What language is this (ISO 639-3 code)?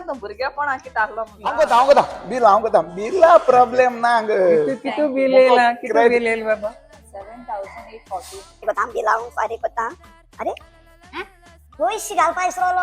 kok